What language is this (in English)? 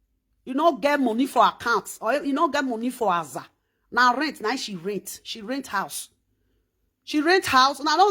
Nigerian Pidgin